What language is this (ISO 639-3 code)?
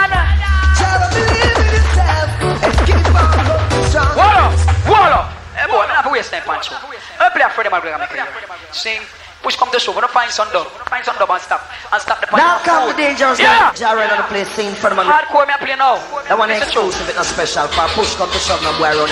jam